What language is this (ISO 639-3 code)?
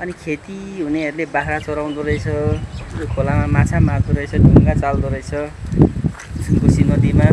nep